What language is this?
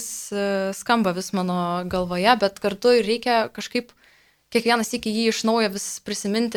Lithuanian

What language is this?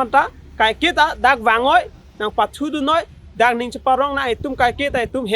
Karbi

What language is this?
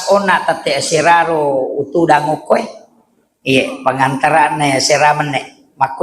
Buginese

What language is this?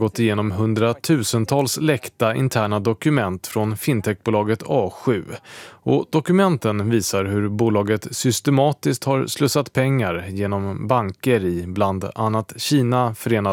Swedish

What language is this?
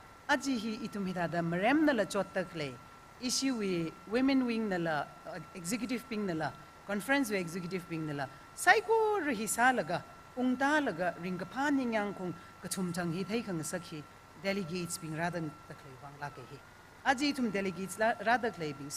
Tangkhul Naga (India)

